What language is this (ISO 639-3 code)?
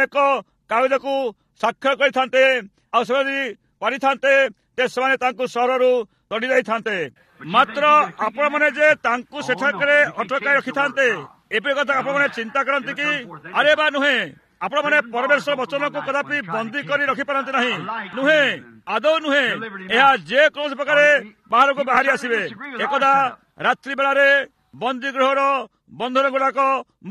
ori